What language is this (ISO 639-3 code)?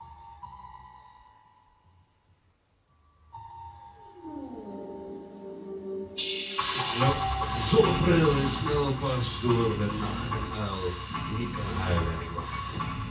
nld